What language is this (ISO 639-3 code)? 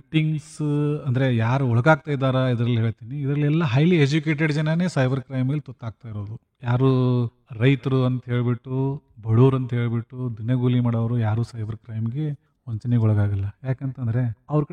kan